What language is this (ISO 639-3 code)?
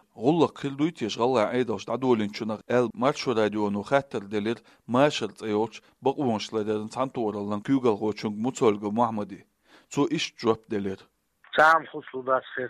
che